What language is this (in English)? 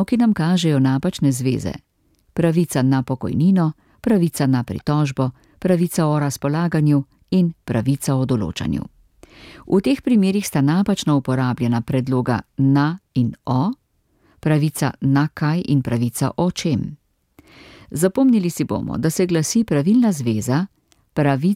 Slovenian